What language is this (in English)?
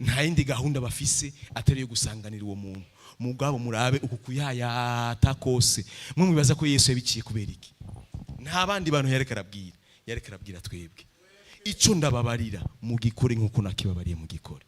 Rundi